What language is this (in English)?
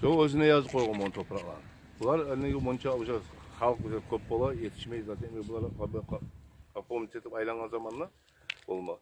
Kumyk